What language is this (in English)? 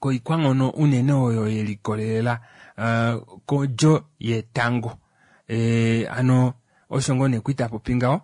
Kuanyama